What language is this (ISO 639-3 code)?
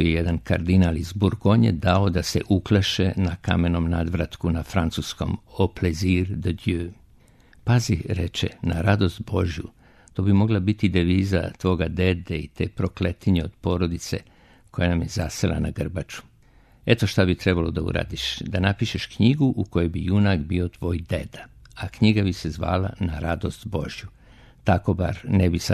srp